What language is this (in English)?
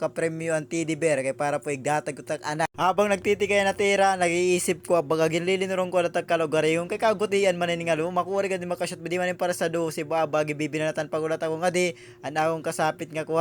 Waray